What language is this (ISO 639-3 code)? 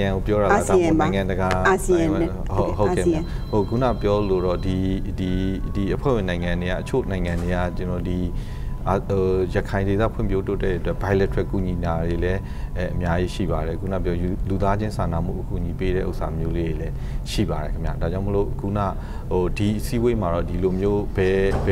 mya